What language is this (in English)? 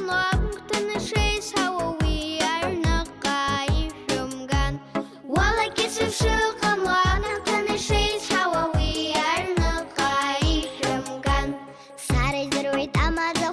Abkhazian